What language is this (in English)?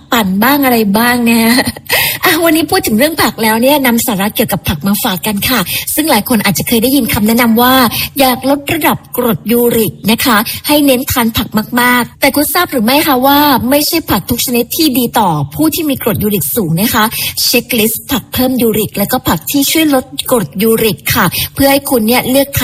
Thai